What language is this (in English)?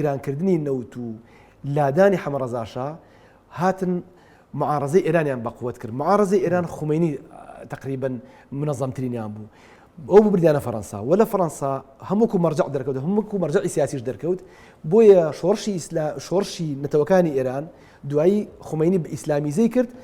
Central Kurdish